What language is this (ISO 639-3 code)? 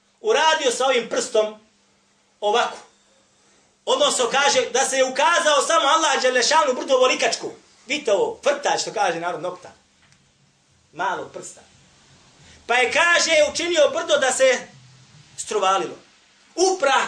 bos